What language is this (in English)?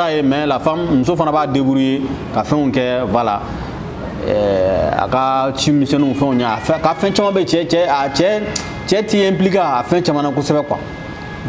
Bambara